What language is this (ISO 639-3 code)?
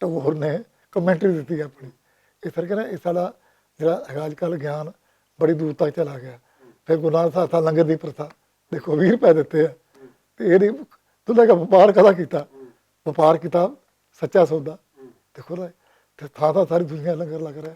lah